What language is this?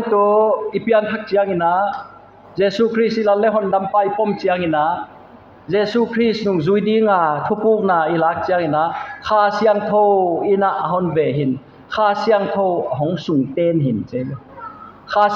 Paite Chin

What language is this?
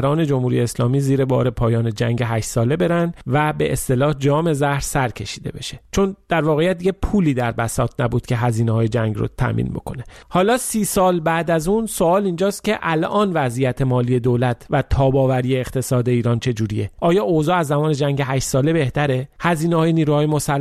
Persian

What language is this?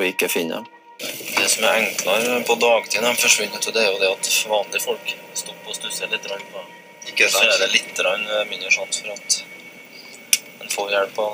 Norwegian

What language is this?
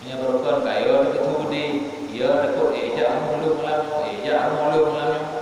Achinese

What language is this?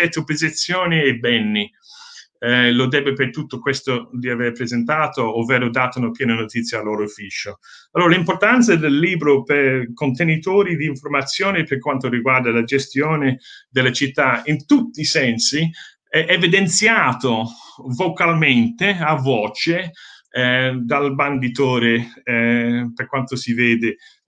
Italian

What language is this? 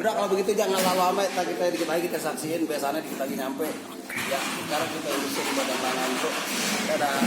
Betawi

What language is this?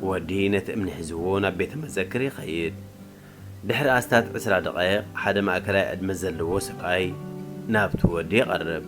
Tigrinya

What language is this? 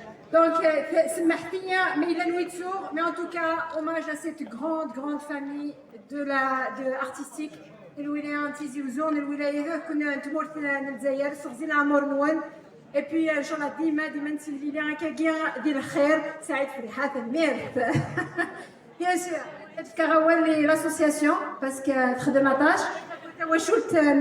Kabyle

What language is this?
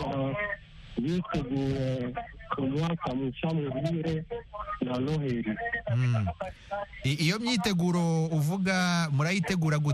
Kinyarwanda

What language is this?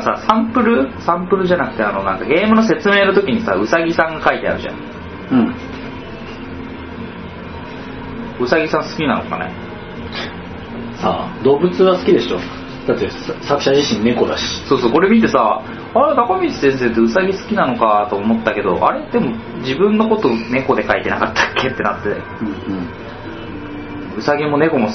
Japanese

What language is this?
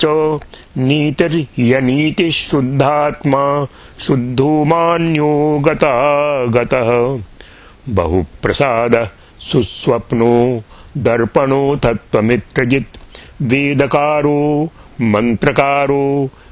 Sanskrit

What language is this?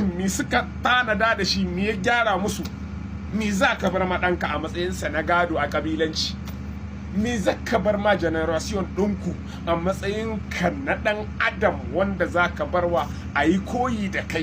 Hausa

